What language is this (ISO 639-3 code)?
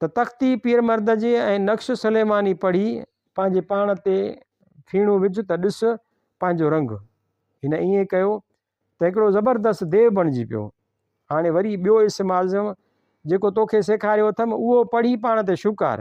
snd